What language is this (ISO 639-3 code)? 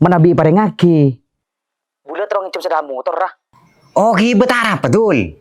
mad